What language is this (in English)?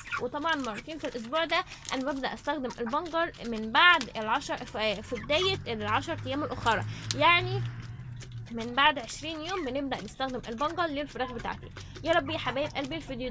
Egyptian Arabic